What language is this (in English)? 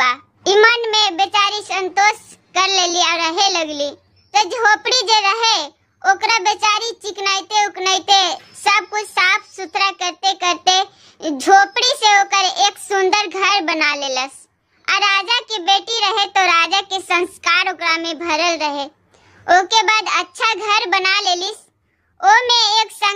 Bhojpuri